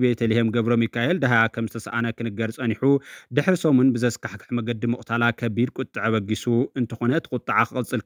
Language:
Tigrinya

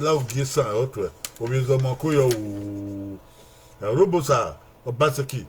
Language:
Bini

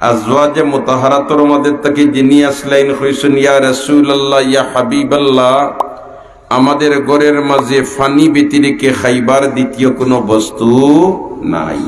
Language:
Sylheti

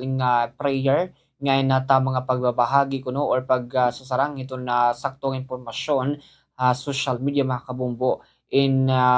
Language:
Waray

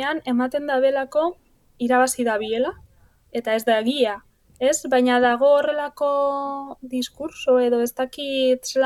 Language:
Basque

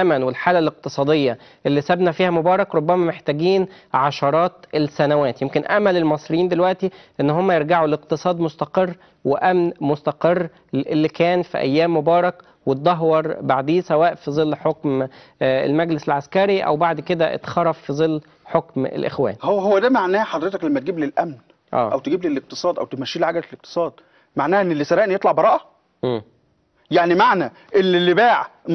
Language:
Egyptian Arabic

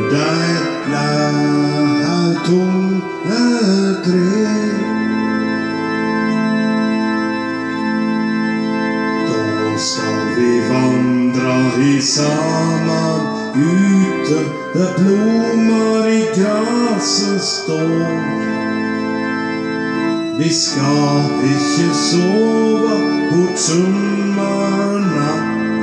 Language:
Norwegian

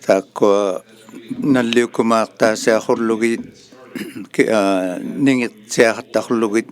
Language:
Inuktitut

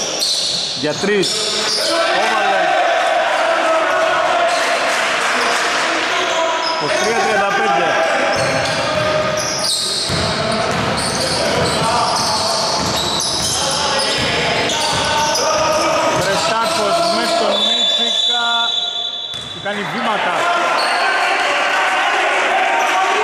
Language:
Greek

